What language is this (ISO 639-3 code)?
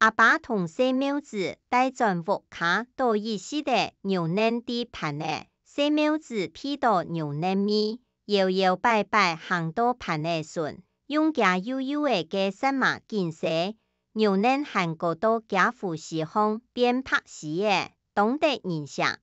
hak